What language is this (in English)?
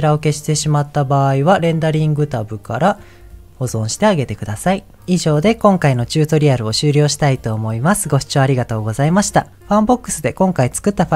Japanese